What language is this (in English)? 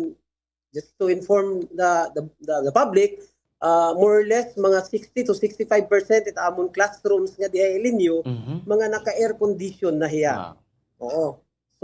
Waray